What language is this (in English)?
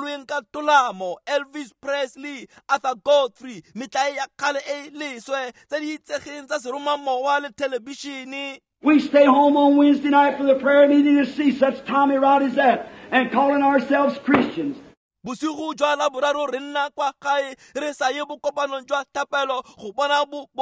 Tswana